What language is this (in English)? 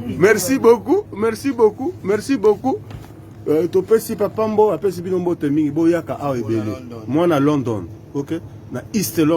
Lingala